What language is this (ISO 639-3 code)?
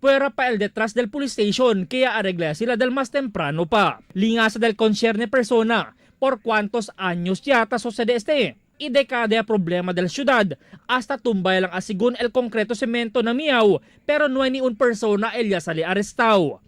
cbk